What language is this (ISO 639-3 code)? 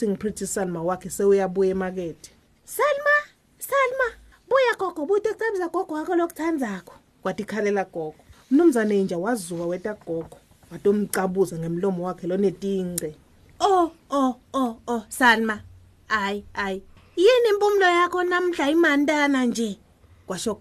ssw